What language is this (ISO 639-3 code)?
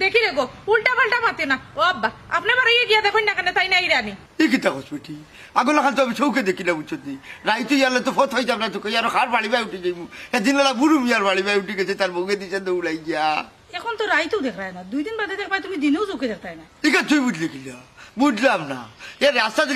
syl